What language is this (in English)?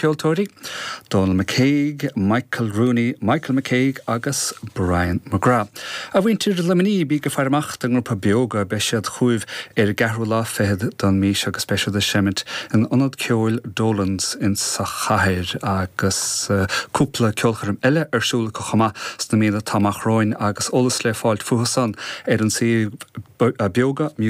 Irish